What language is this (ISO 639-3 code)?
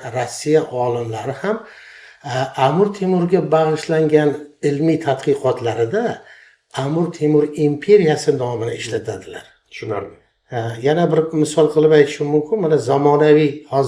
uzb